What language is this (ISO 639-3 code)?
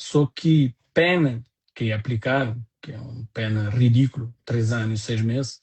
kea